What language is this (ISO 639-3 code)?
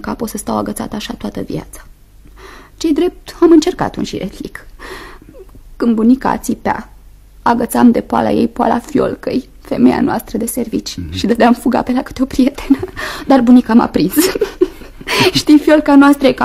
ron